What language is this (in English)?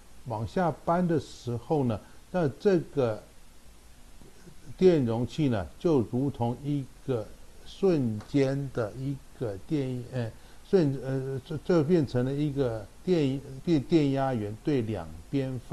Chinese